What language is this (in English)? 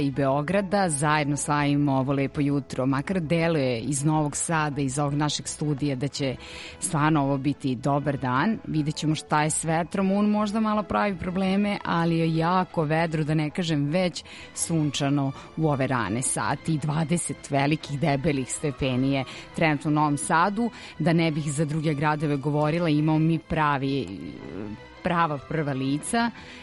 Serbian